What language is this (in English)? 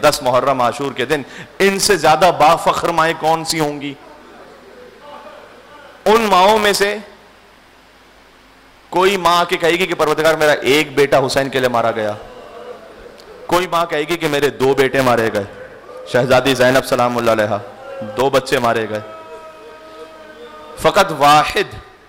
Urdu